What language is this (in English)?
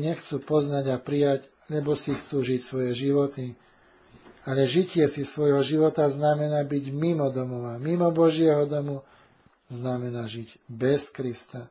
Slovak